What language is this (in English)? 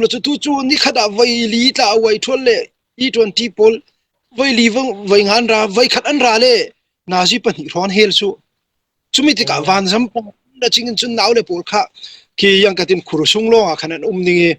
Falam Chin